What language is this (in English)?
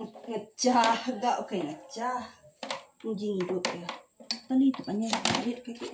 Iban